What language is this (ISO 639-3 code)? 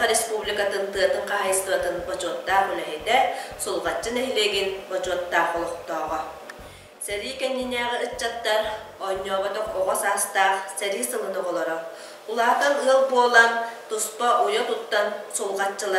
sah